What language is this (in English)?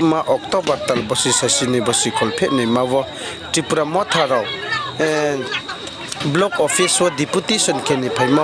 Riang (India)